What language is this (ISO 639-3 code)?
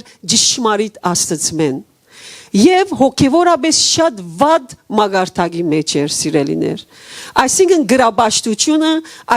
hyw